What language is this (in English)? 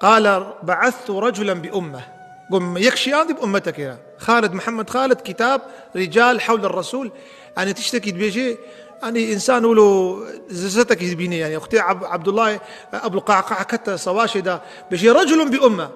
Kurdish